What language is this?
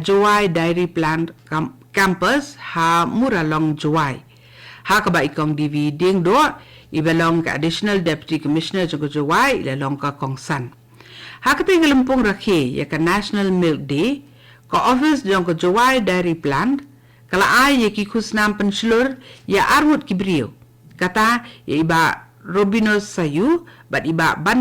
Khasi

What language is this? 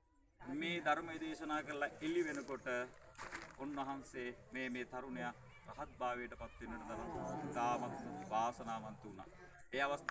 Sinhala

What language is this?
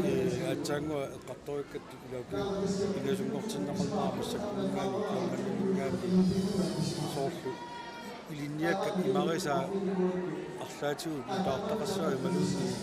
Kalaallisut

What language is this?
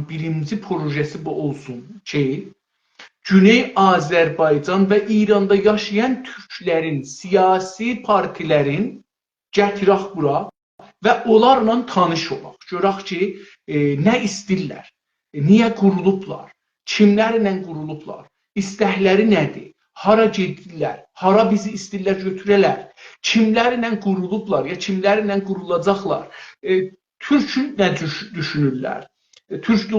South Azerbaijani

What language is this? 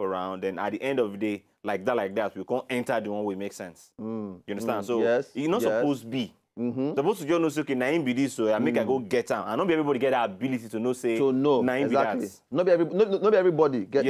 Nigerian Pidgin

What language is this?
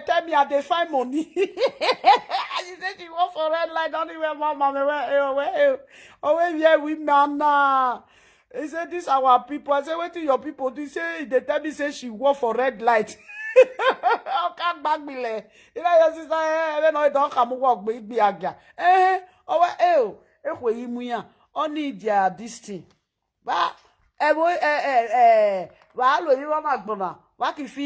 Nigerian Pidgin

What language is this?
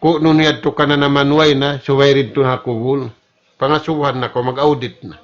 Tausug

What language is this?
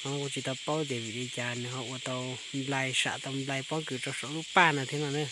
Hmong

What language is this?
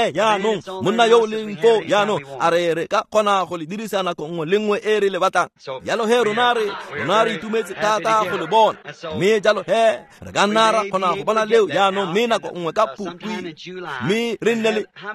Tswana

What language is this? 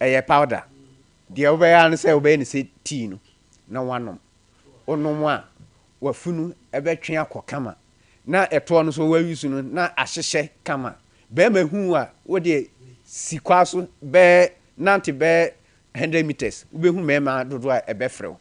Akan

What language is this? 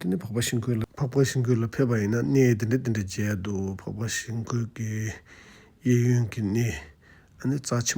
Tibetan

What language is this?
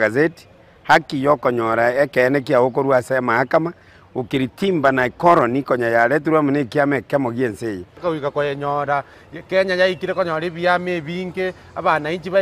Gusii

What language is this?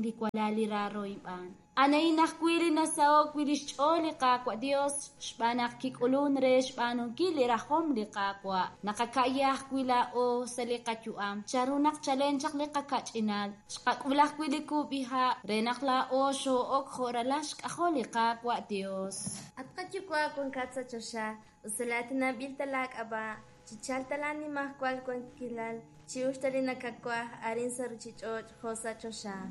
Kekchí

